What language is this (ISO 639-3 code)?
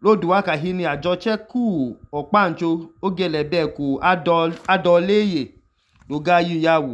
idu